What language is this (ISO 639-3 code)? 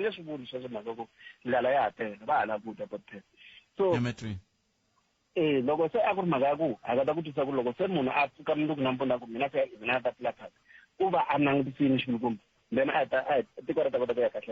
tso